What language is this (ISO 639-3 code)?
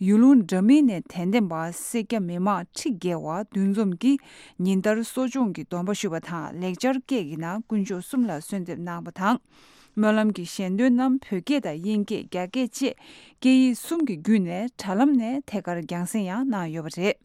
bod